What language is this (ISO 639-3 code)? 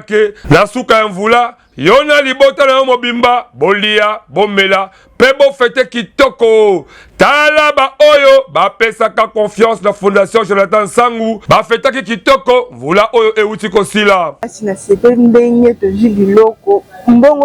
lin